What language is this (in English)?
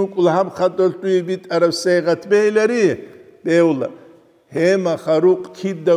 Avaric